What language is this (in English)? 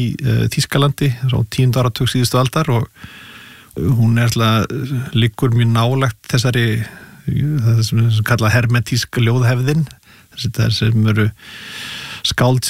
Icelandic